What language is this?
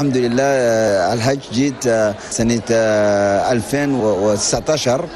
Chadian Arabic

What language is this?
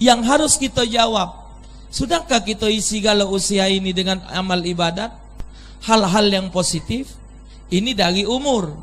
Musi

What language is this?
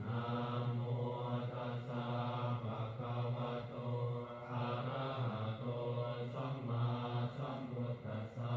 Pali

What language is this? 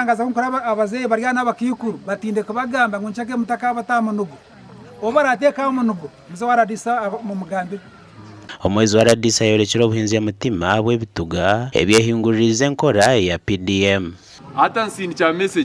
Nyankole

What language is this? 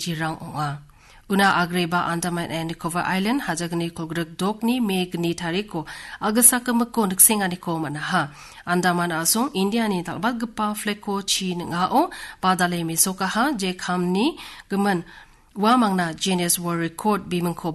Garo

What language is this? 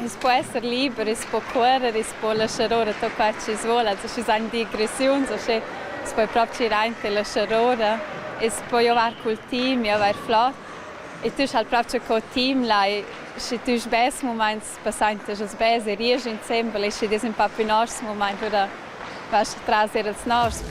Romansh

